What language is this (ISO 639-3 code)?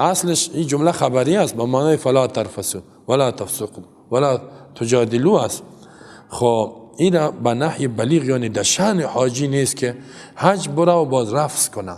fas